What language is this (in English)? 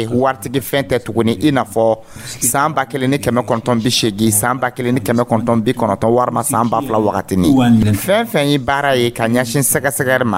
Dyula